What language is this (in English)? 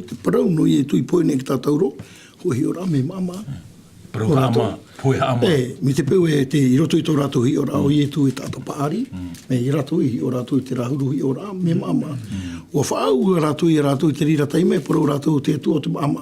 Tahitian